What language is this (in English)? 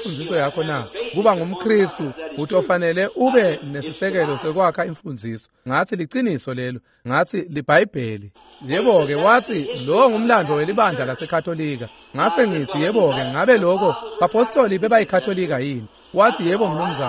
Swati